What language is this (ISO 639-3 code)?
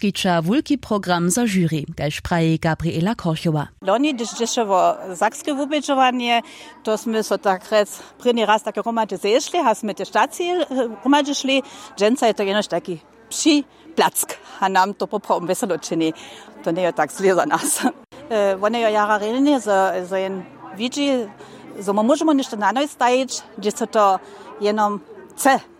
hsb